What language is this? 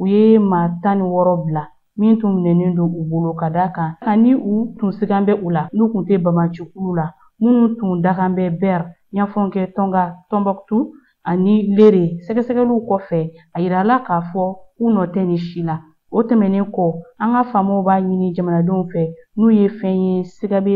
Bambara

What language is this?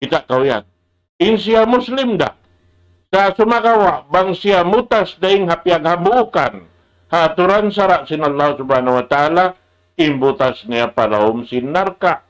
Tausug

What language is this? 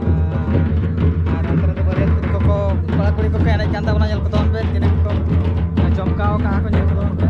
Santali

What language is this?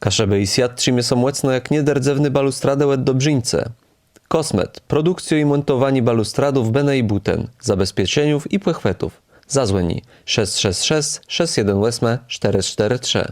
Kashubian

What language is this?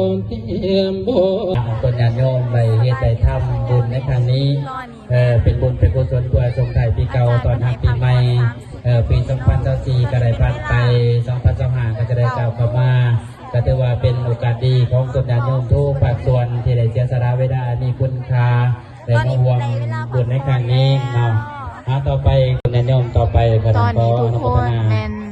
Lao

